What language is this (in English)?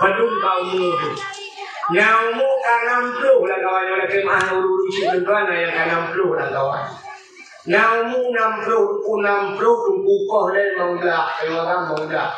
Achinese